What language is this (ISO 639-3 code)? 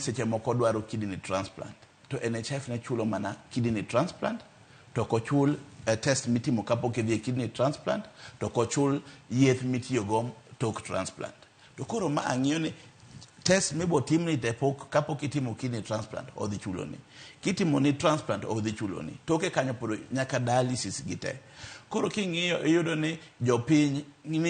luo